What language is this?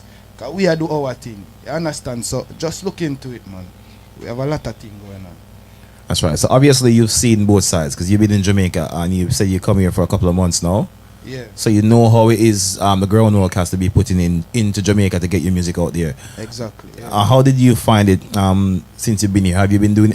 Jamaican Creole English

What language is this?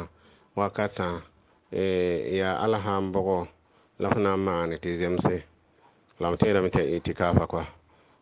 Mossi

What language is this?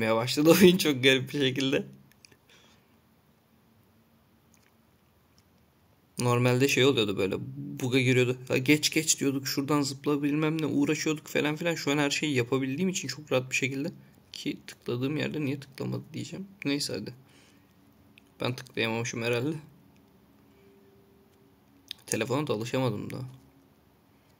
Turkish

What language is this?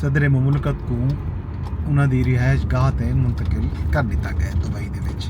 Saraiki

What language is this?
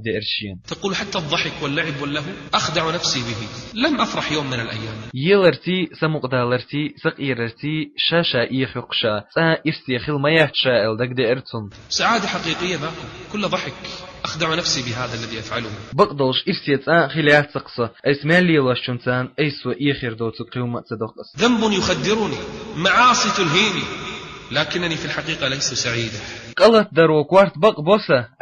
Chechen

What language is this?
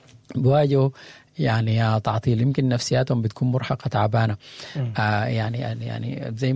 Sudanese Arabic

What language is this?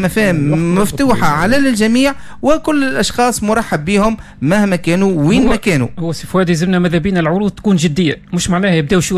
Tunisian Arabic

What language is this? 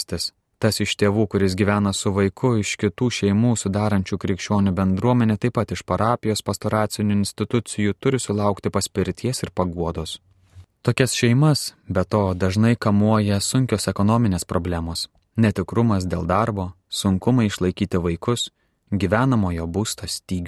Lithuanian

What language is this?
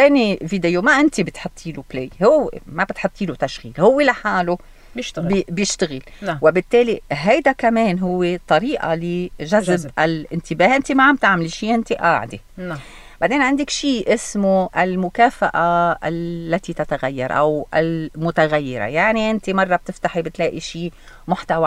North Levantine Arabic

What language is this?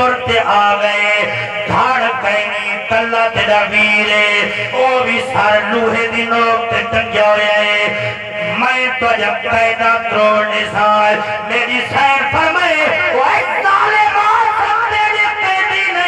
Saraiki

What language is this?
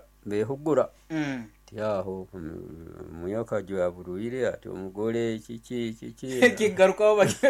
Nyoro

